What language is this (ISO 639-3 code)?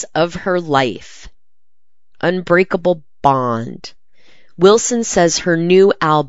eng